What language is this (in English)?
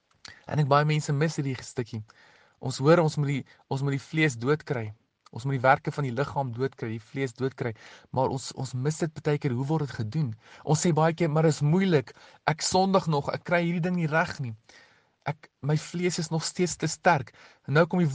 Afrikaans